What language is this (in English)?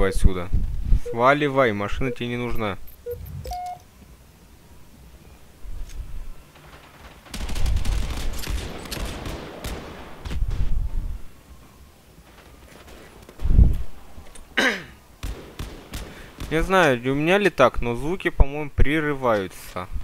Russian